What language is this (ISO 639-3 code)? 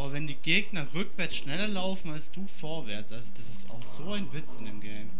gsw